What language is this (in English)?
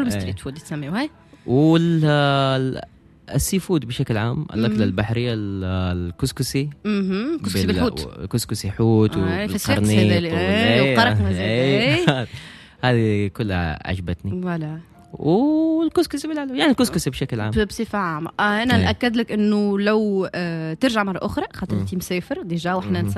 Tunisian Arabic